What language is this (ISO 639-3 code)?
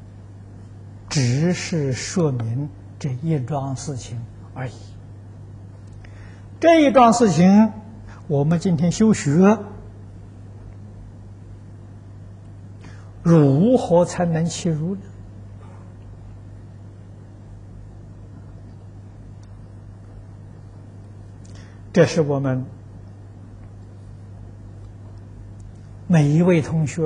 zho